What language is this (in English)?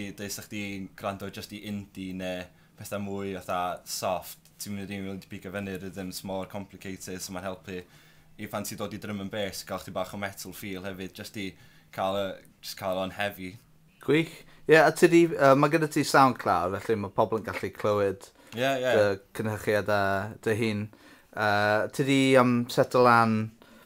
Welsh